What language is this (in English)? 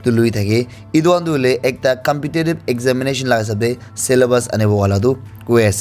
Naga Pidgin